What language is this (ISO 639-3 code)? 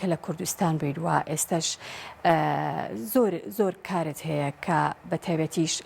ckb